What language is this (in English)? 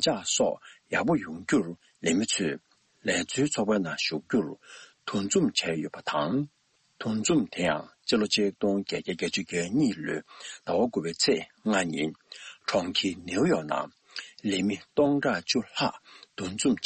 Tibetan